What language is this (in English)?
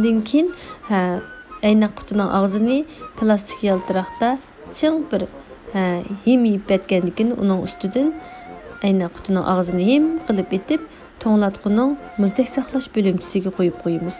Uyghur